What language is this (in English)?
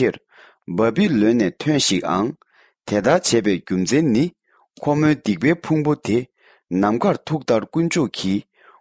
Tibetan